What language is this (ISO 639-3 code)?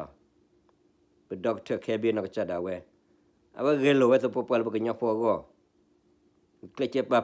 ksw